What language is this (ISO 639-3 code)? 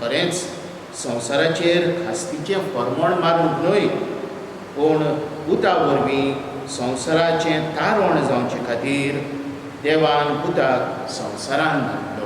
kok